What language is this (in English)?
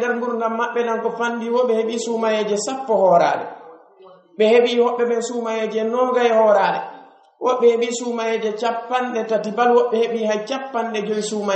Pular